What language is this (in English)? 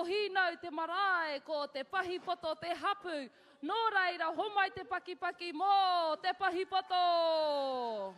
Māori